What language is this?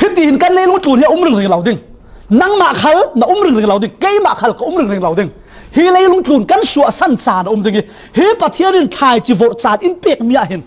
Falam Chin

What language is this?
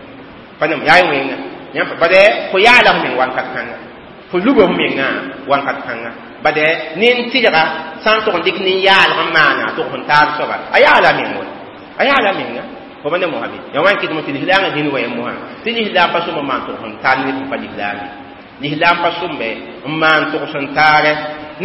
Mossi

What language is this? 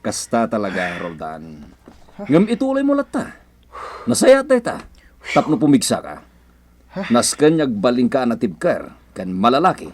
Iloko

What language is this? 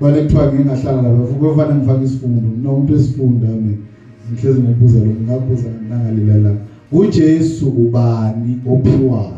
Zulu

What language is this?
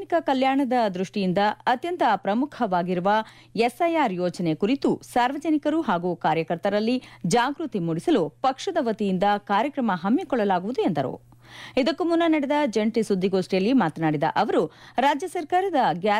Kannada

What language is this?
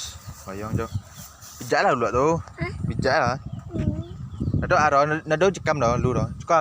Minangkabau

